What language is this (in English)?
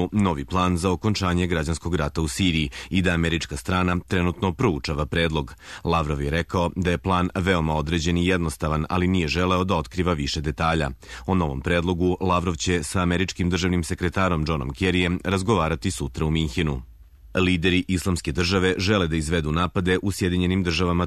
Serbian